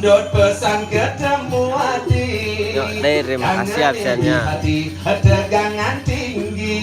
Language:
Balinese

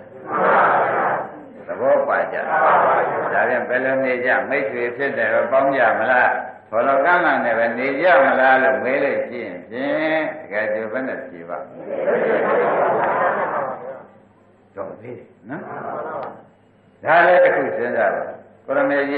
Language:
Burmese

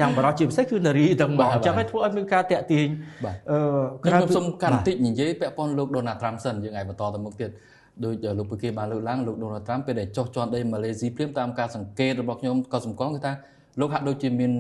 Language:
Khmer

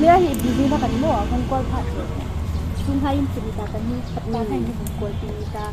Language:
Hmar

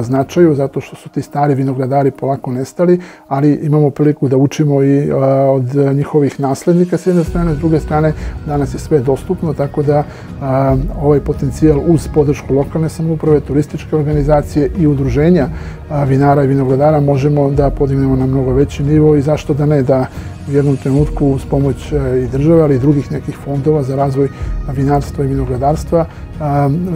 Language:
Serbian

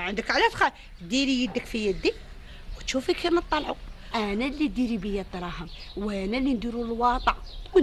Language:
Algerian Arabic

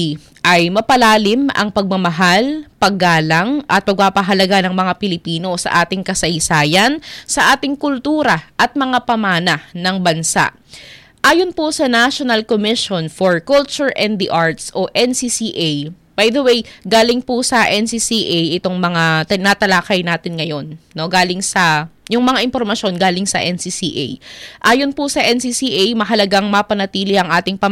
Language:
Filipino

